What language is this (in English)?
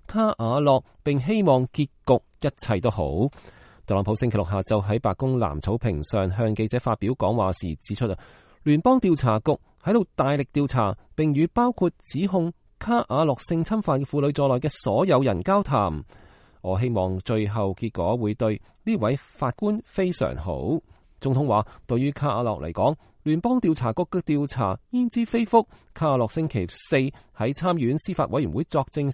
Cantonese